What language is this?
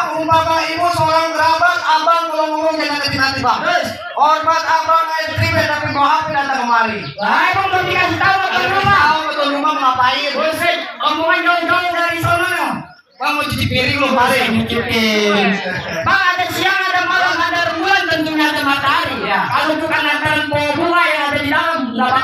Betawi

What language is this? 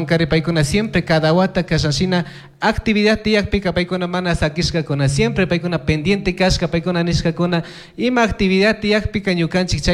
Chimborazo Highland Quichua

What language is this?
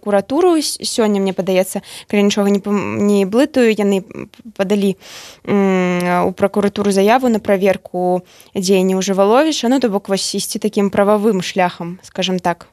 Belarusian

